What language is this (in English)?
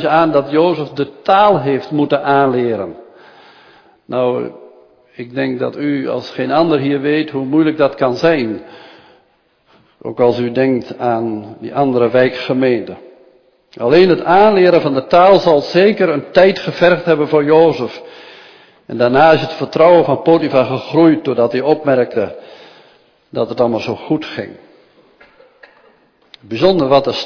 Dutch